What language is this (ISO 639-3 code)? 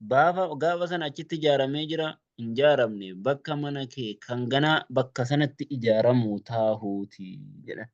orm